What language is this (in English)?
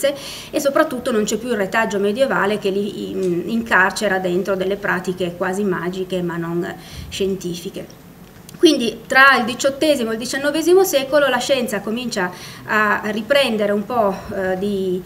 Italian